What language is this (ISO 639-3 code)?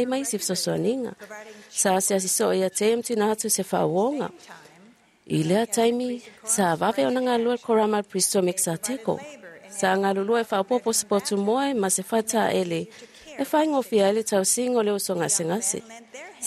smo